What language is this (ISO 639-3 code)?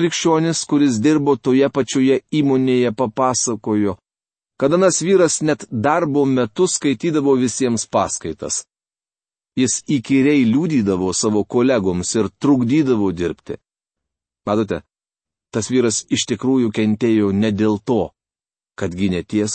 lit